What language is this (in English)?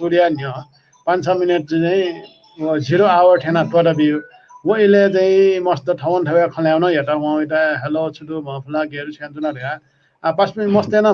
Newari